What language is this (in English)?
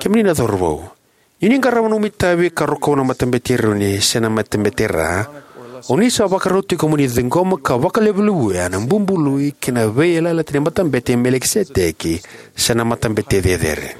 Fijian